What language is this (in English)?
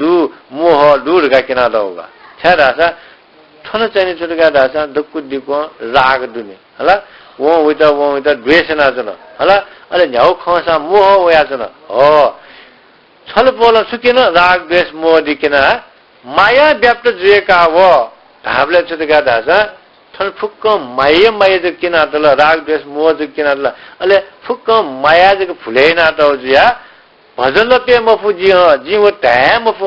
Newari